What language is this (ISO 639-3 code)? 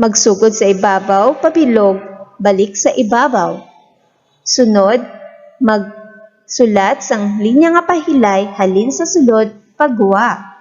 hil